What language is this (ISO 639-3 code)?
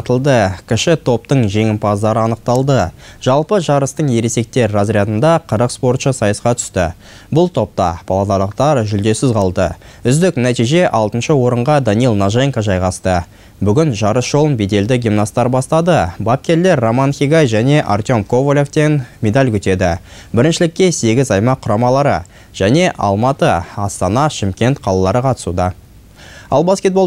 kaz